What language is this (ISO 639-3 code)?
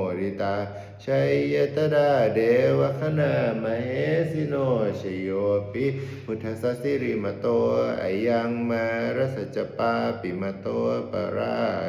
pli